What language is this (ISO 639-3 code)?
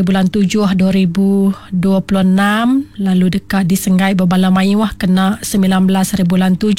iba